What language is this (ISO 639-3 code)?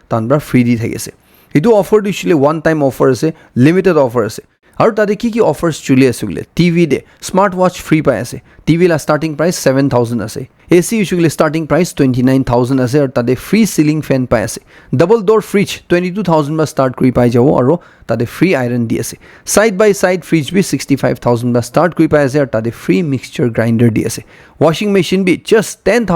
nag